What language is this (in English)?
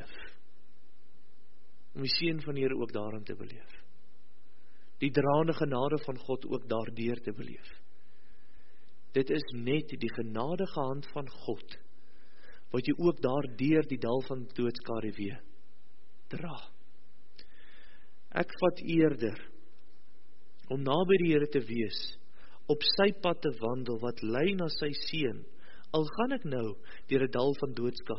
Afrikaans